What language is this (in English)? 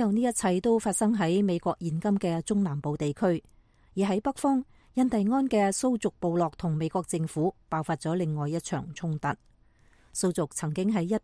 Cantonese